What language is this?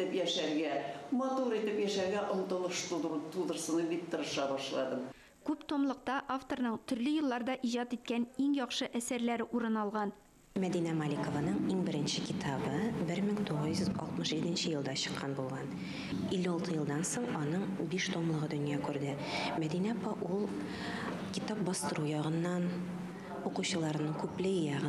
Tatar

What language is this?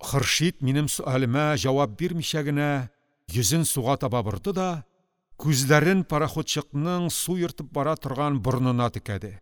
Tatar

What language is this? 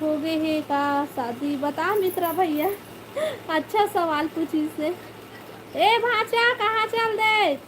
Chhattisgarhi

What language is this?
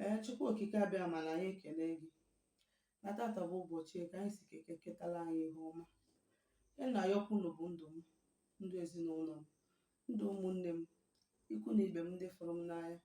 Igbo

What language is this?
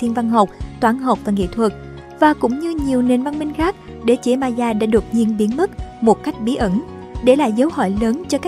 Vietnamese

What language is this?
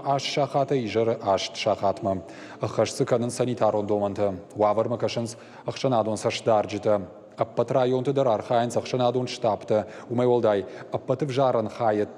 Ossetic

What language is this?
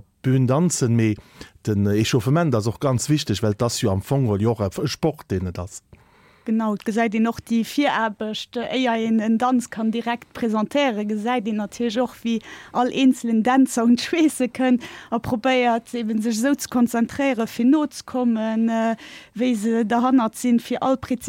Luxembourgish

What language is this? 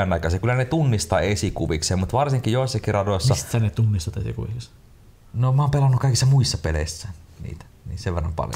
Finnish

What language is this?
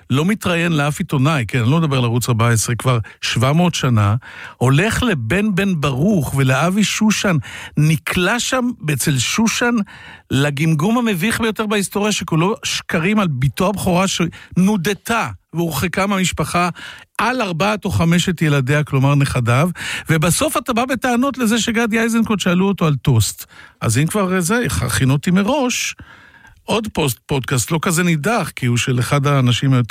Hebrew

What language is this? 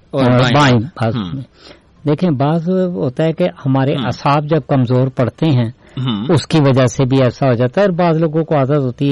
Urdu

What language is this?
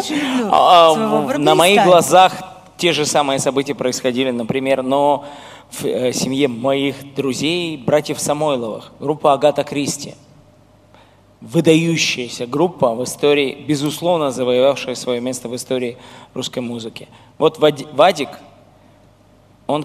Russian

